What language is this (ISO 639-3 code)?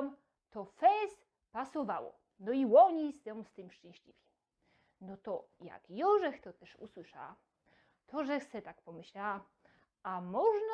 szl